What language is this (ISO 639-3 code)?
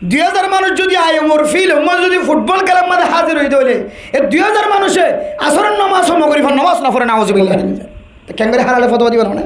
rhg